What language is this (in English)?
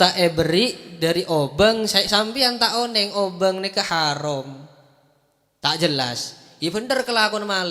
Madurese